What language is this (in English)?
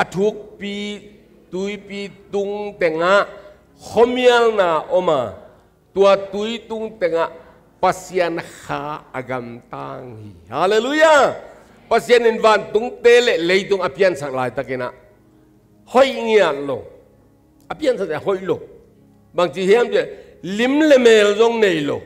Tedim Chin